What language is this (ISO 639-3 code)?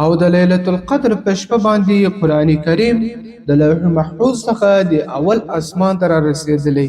pus